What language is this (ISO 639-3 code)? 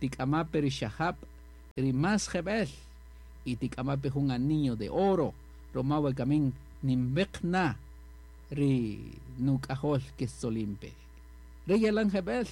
cak